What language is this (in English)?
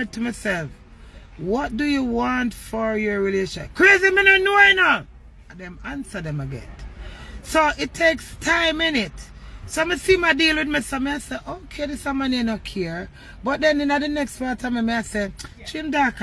Jamaican Creole English